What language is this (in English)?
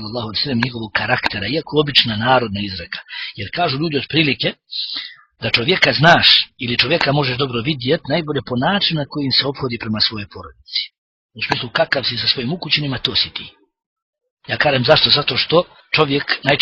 Bosnian